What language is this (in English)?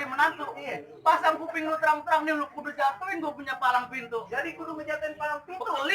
Betawi